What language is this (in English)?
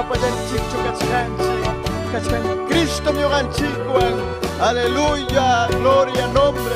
Ayacucho Quechua